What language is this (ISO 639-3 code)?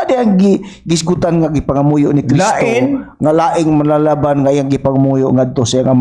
ceb